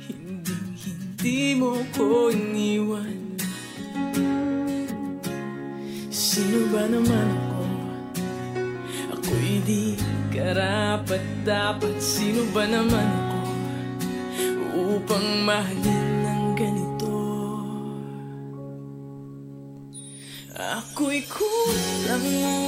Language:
Filipino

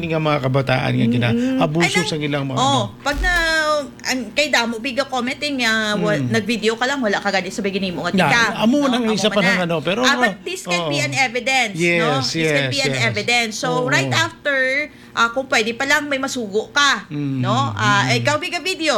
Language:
Hiligaynon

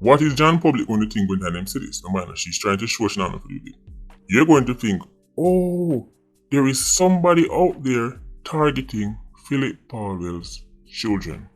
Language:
Jamaican Creole English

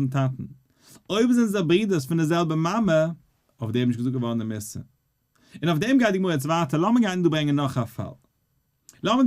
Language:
Yiddish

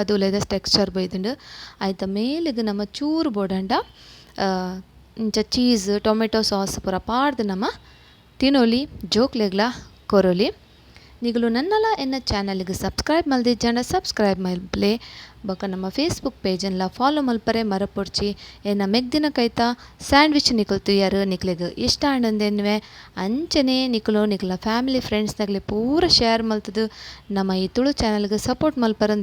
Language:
Tulu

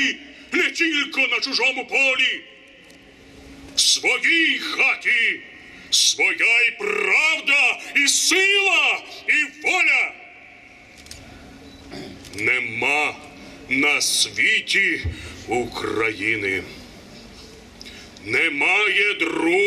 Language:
Ukrainian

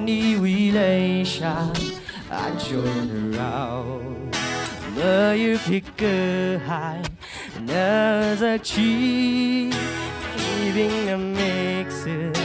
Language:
Tangkhul Naga (India)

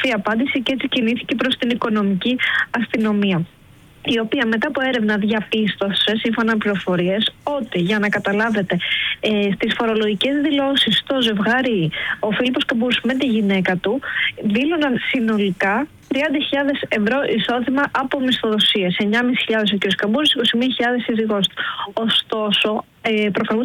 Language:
Greek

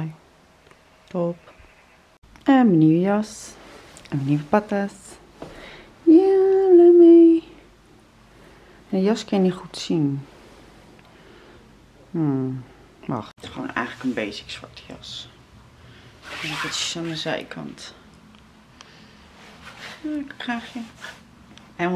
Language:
Dutch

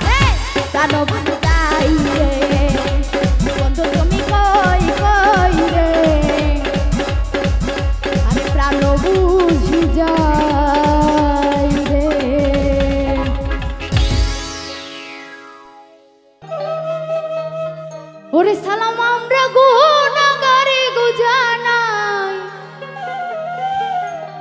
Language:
Bangla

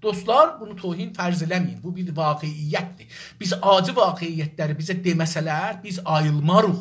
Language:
South Azerbaijani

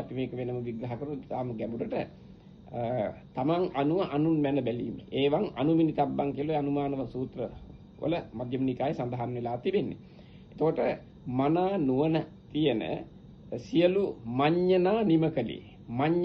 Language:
Sinhala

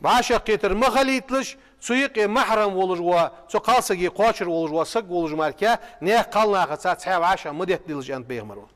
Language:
Ingush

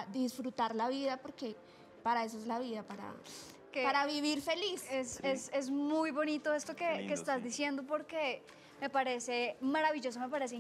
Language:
Spanish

